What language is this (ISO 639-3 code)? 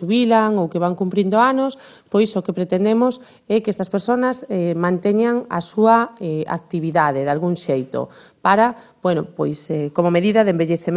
glg